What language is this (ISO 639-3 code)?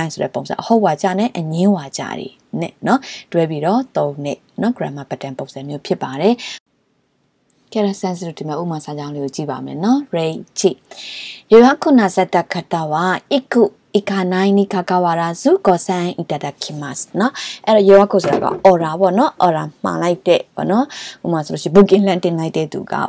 mya